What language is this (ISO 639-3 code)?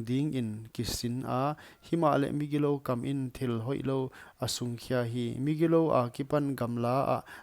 pck